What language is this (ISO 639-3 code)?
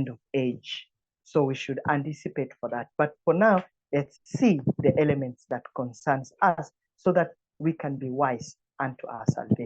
eng